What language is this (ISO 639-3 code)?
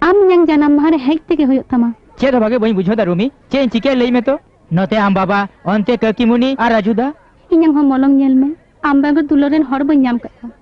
sat